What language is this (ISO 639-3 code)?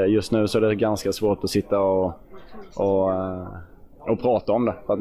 swe